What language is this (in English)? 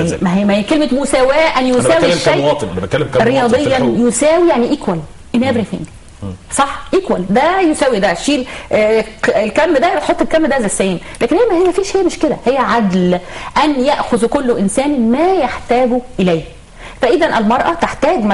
Egyptian Arabic